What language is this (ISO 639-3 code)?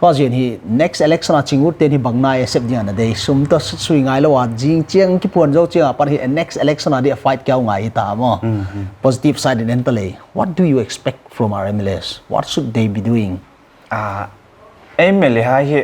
pck